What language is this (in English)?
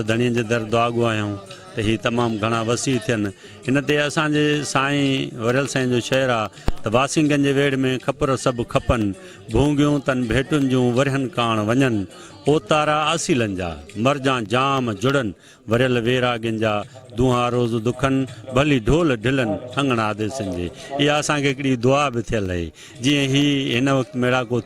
Sindhi